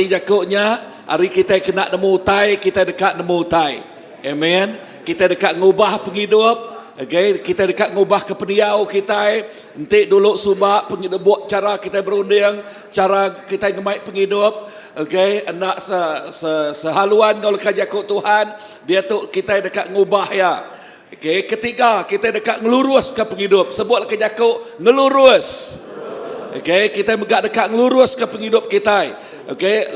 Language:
Iban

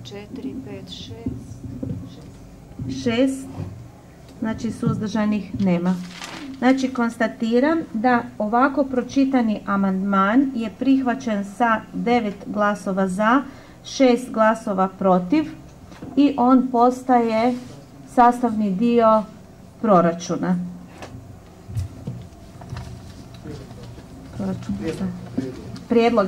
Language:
Croatian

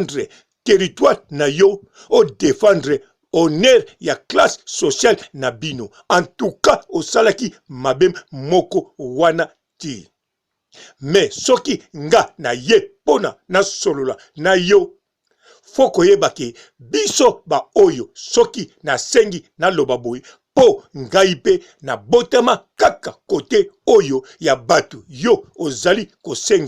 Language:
Lingala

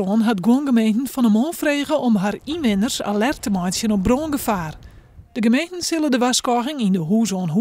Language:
Western Frisian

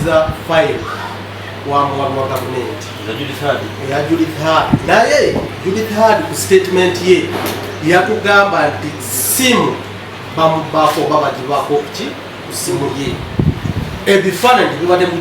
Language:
Ganda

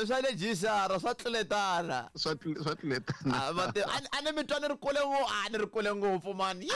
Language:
Tsonga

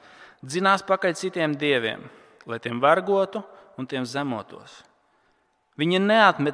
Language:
Latvian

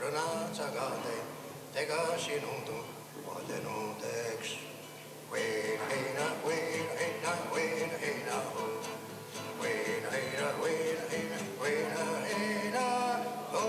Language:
Mohawk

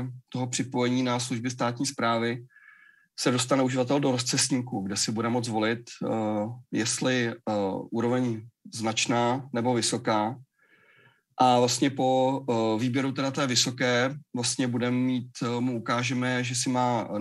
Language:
Czech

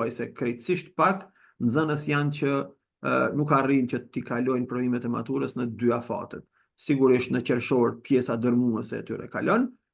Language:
Albanian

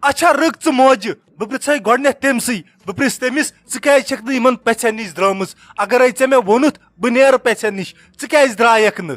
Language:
Kashmiri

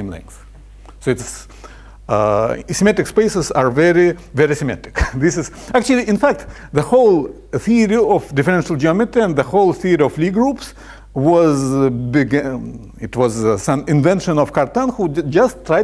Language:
English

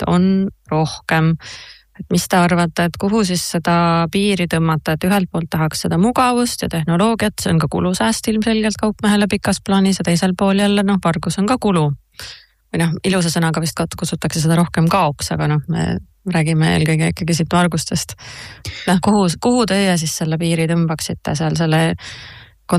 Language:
Estonian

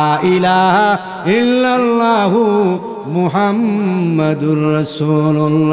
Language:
Sylheti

